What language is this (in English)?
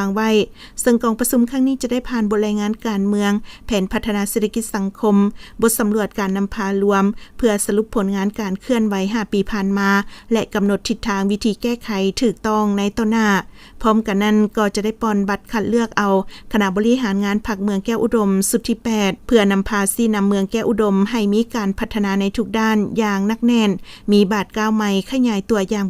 Lao